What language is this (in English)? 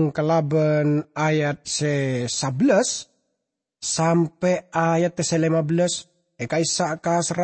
Madurese